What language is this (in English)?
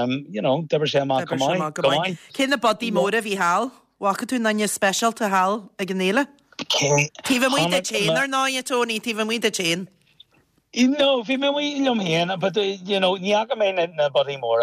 Irish